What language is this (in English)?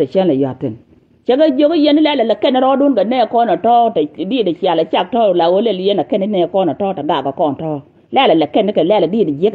Nuer